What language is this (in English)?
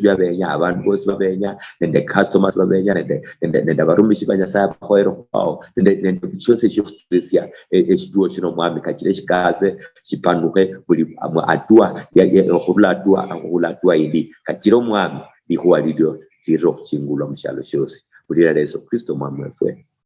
Luyia